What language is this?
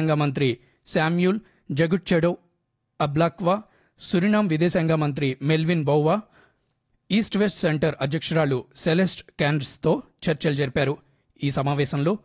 Telugu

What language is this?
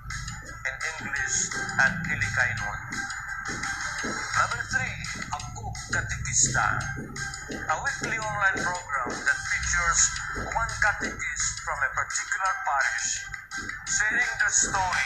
Hiligaynon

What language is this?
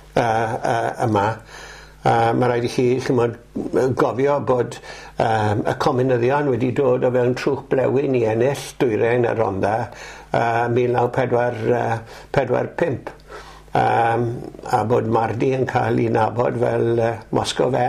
Welsh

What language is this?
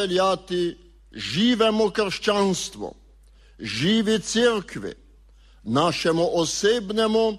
Slovenian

